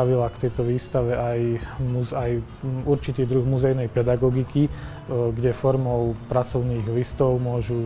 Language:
Slovak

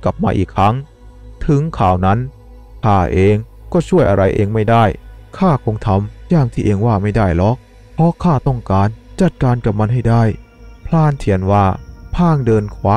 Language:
Thai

